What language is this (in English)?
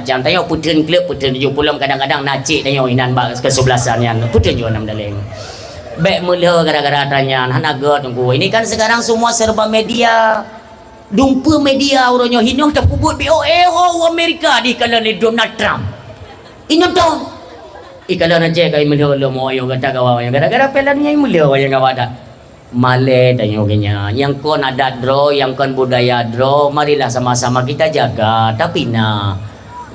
Achinese